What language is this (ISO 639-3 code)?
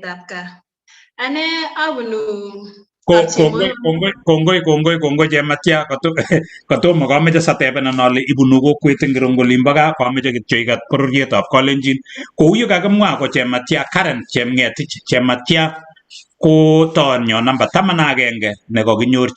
kln